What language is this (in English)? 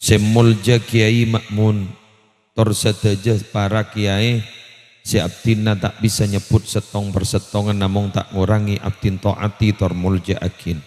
Madurese